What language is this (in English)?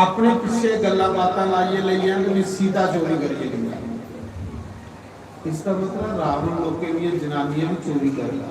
Dogri